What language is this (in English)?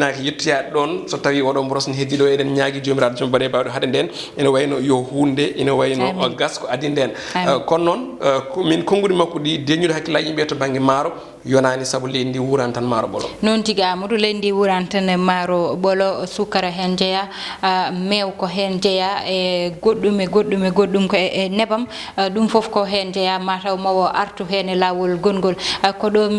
Fula